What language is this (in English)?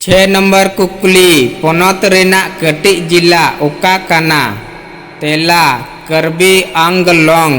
Santali